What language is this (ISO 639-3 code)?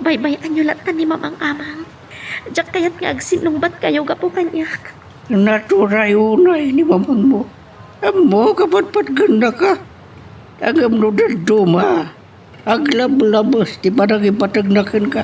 ilo